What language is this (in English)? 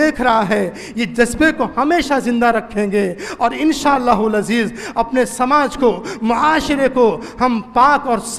Urdu